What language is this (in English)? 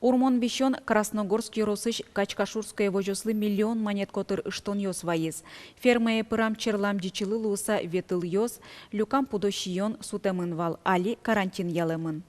Udmurt